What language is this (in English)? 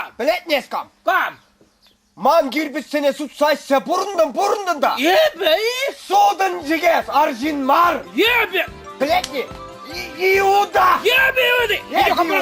Chuvash